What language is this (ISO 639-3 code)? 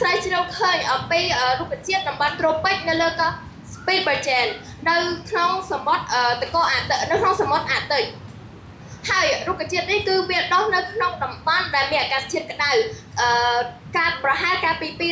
khm